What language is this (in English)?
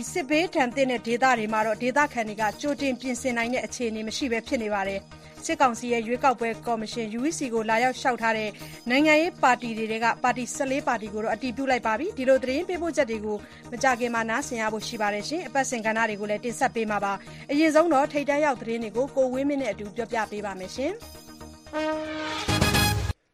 Burmese